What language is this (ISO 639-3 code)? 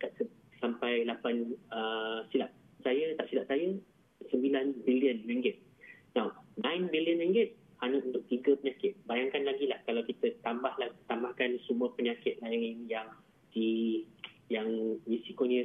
msa